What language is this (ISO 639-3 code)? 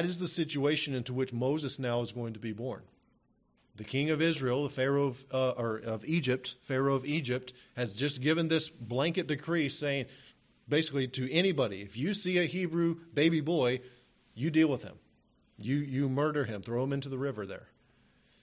eng